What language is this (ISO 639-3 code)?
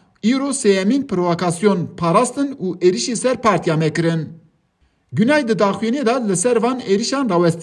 kur